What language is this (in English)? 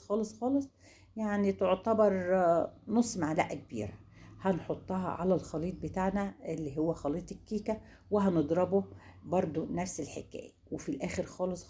Egyptian Arabic